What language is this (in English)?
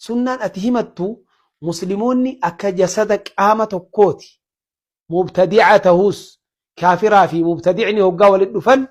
Oromo